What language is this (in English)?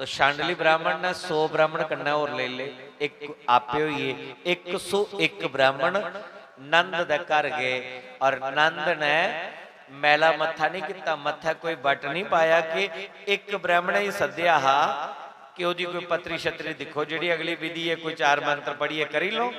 Dogri